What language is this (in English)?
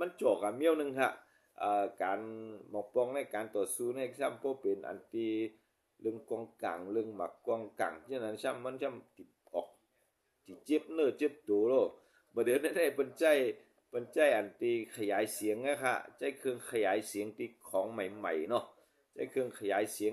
Shan